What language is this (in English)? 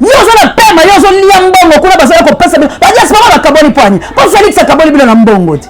Lingala